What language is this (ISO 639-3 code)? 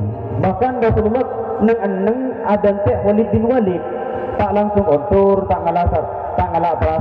mad